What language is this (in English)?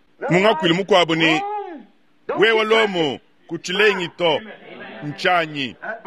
Luba-Lulua